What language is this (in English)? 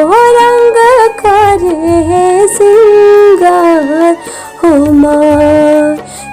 Chhattisgarhi